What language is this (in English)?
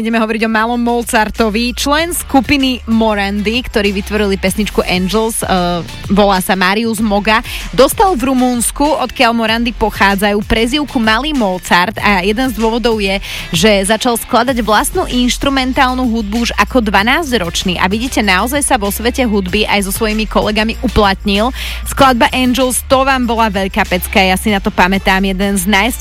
Slovak